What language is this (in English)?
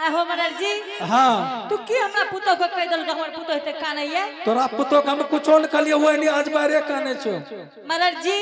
Angika